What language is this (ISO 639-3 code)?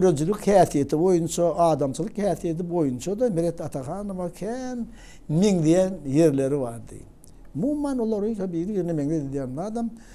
tuk